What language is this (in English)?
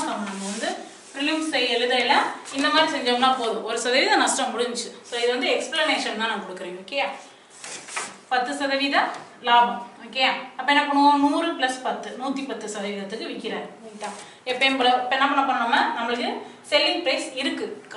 Tamil